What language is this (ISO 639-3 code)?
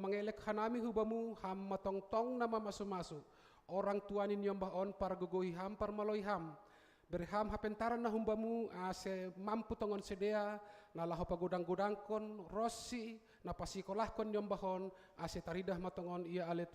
bts